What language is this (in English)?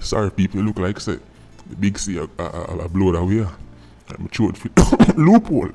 Jamaican Creole English